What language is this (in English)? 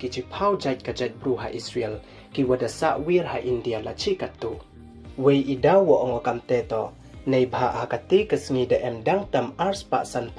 Pnar